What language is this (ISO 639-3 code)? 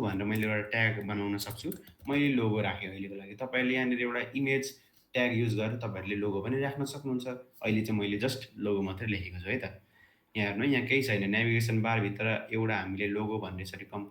nep